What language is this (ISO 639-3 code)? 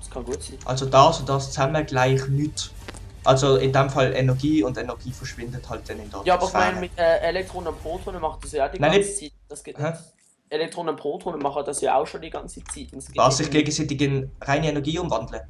gsw